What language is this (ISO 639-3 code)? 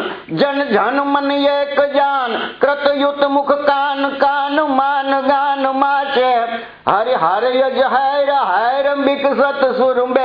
guj